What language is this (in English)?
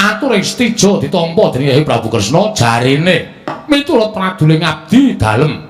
Javanese